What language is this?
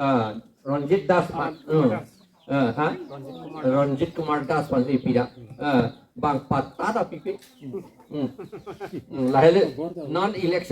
Karbi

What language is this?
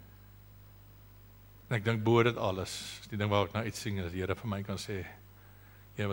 Afrikaans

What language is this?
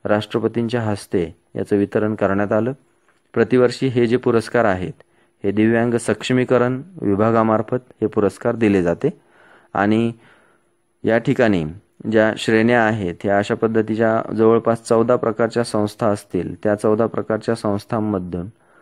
Marathi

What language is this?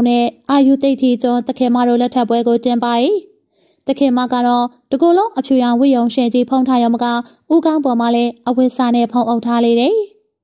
Burmese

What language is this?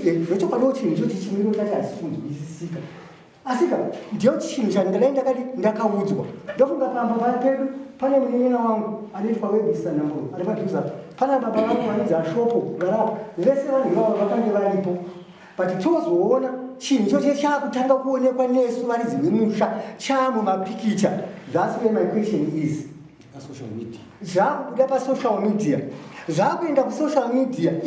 Shona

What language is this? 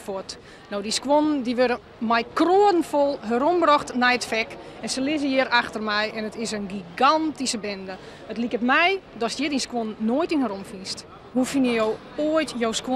Western Frisian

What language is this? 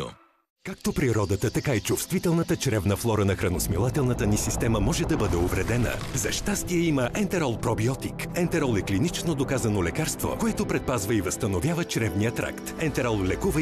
Bulgarian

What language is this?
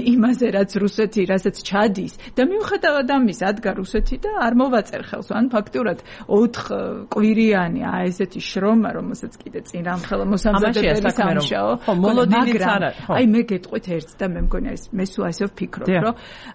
Georgian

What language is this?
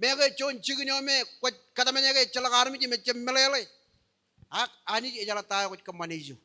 Marshallese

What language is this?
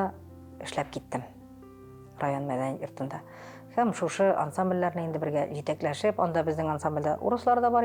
Tatar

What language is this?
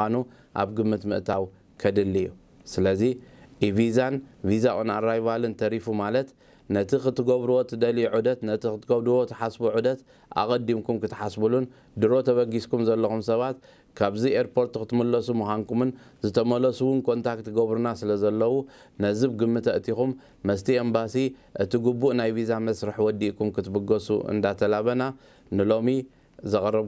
Tigrinya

